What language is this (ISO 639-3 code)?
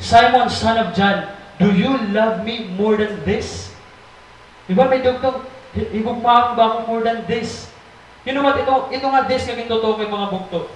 war